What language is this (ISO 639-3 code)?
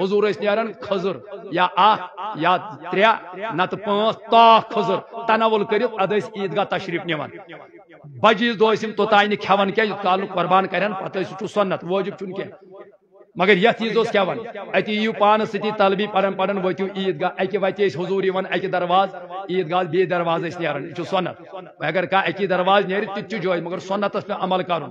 kas